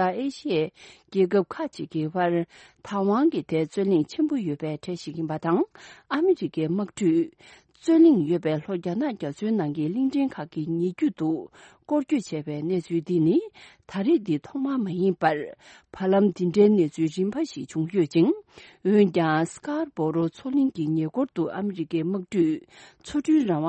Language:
Tibetan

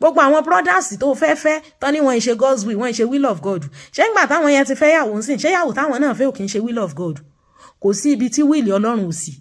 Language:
Yoruba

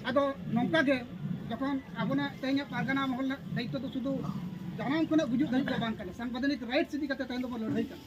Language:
Santali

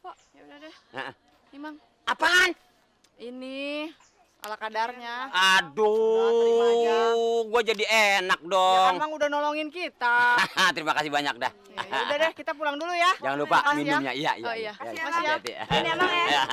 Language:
Betawi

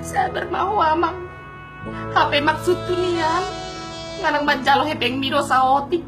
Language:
Batak Toba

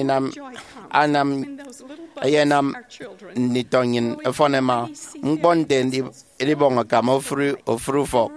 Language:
Efik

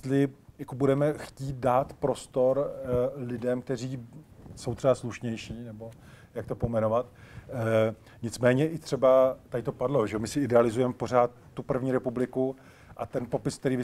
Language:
Czech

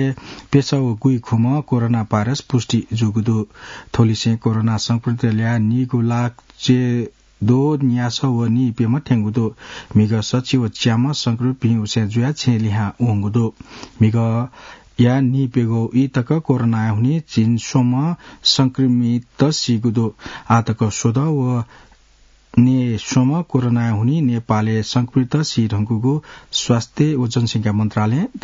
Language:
Newari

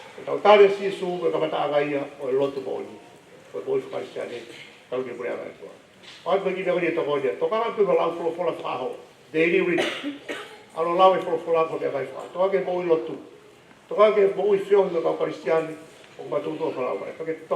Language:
Tongan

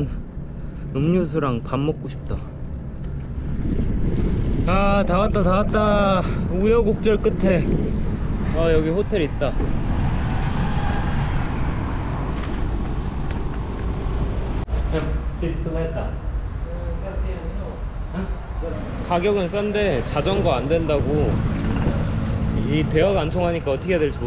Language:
Korean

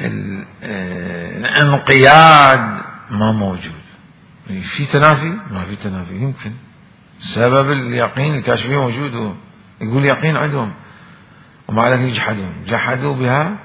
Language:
Mesopotamian Arabic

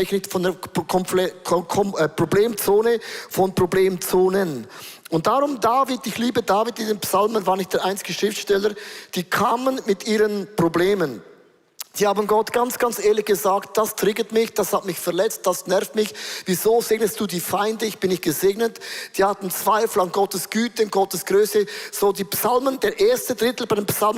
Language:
Swiss German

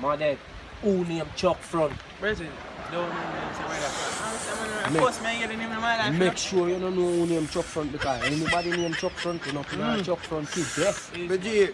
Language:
Jamaican Creole English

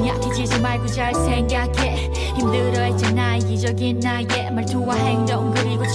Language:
Korean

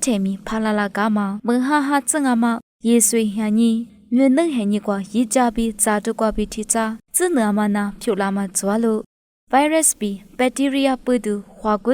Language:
Lisu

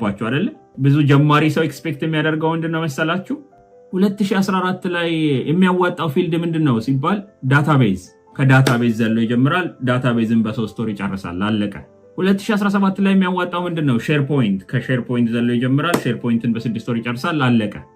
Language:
Amharic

